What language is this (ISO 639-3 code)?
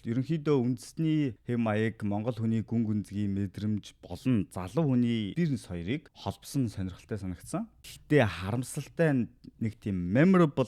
mon